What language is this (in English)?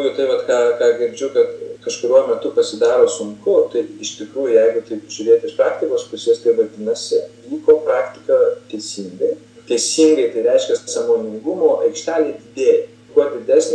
Lithuanian